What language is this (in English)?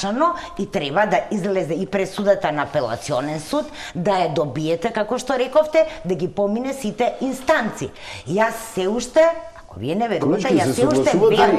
Macedonian